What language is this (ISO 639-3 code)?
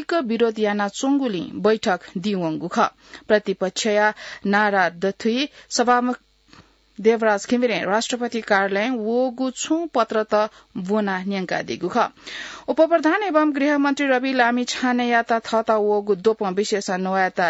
new